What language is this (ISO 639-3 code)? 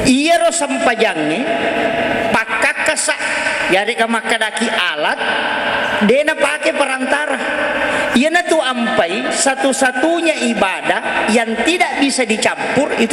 bug